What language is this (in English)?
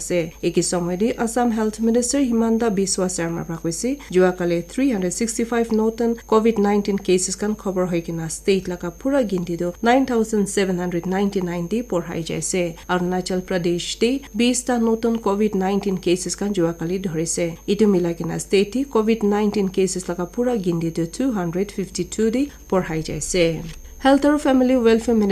Naga Pidgin